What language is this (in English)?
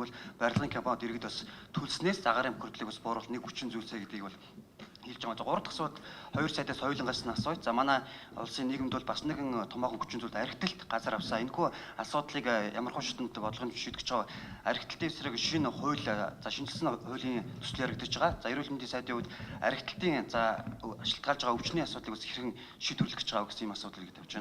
Mongolian